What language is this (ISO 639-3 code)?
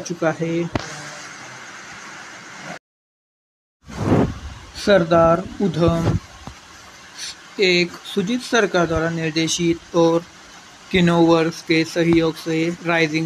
hin